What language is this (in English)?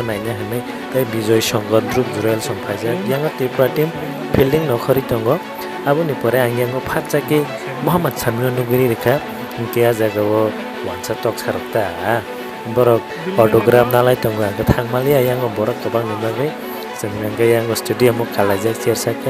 Kok Borok